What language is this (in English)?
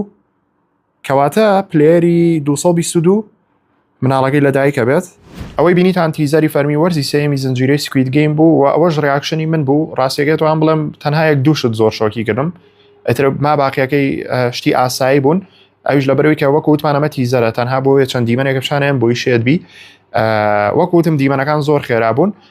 Central Kurdish